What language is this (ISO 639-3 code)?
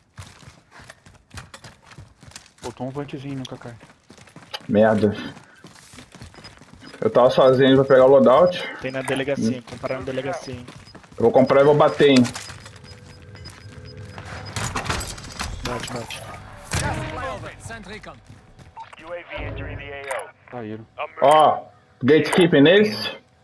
por